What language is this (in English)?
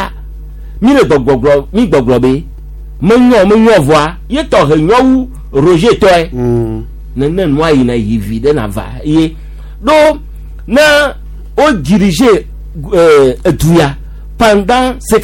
Gen